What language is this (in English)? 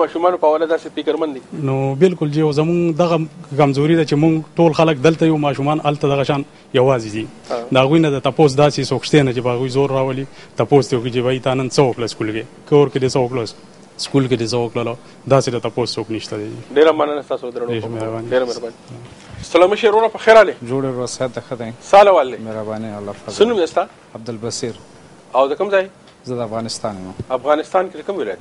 Pashto